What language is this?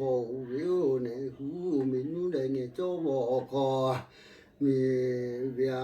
Lahu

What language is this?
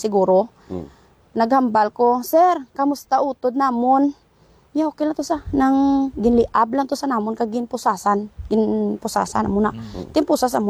Hiligaynon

